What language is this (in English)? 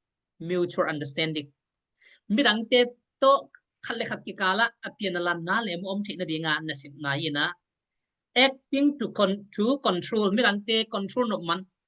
Tedim Chin